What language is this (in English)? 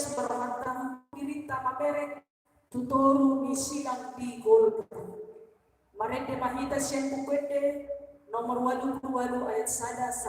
Batak Toba